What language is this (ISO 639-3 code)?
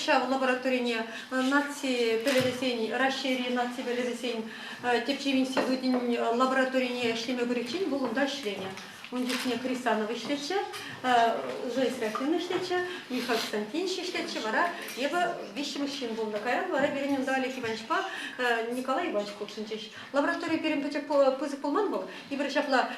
chv